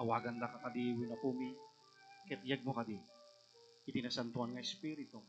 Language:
Iloko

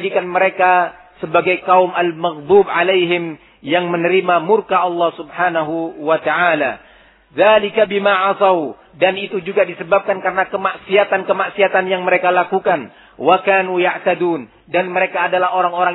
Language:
Indonesian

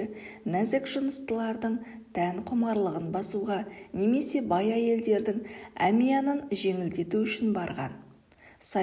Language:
Kazakh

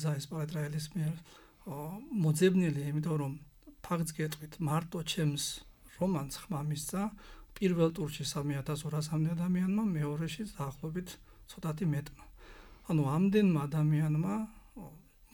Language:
Georgian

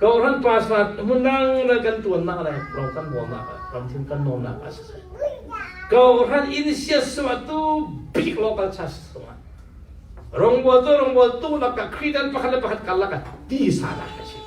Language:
Falam Chin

